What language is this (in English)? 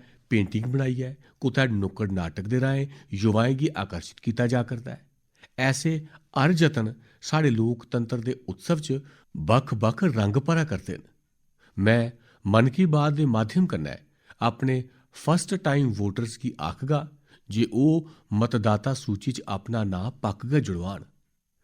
Dogri